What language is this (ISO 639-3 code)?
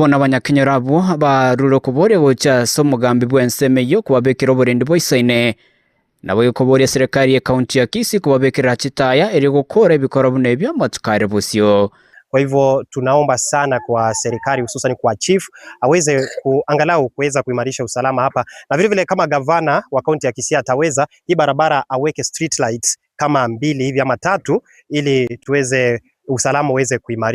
guz